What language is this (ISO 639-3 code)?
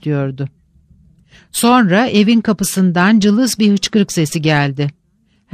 tur